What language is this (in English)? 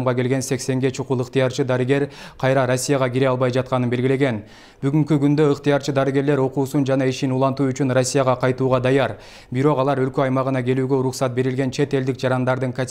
Kyrgyz